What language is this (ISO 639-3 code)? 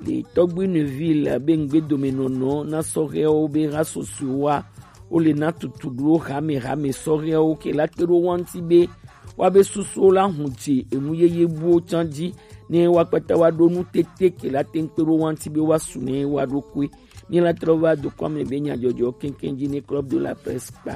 gej